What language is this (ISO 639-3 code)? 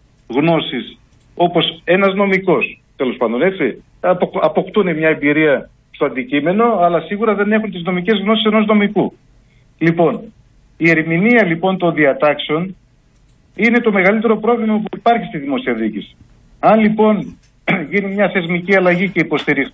ell